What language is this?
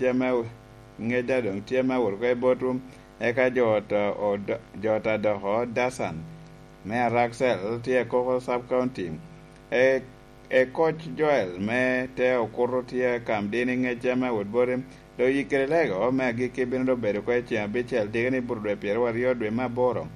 Lango (Uganda)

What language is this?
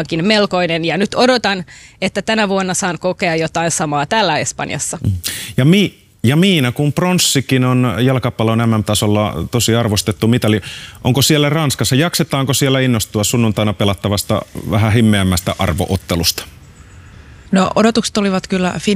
Finnish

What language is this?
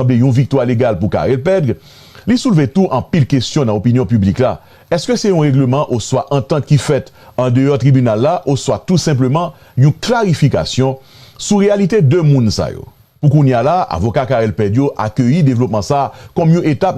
Haitian Creole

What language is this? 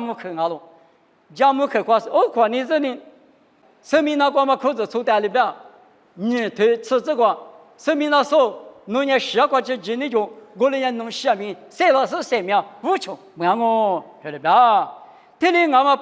Lisu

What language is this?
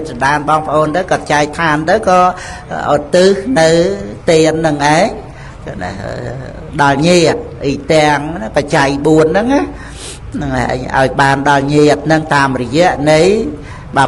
Khmer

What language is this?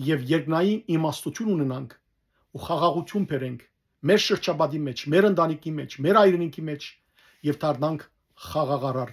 Western Armenian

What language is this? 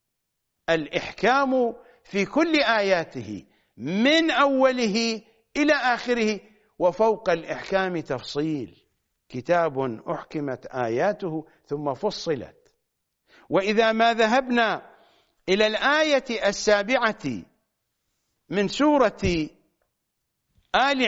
Arabic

